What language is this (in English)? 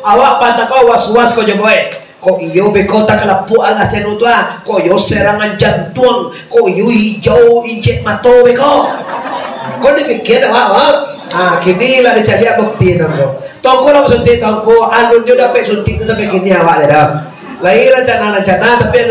Minangkabau